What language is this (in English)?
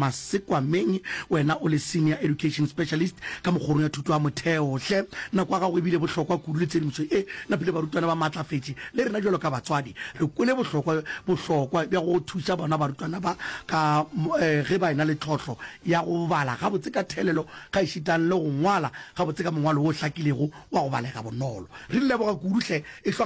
Northern Sotho